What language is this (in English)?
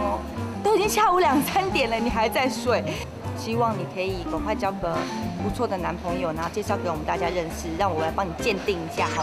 Chinese